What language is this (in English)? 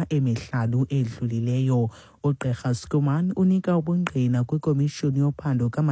Xhosa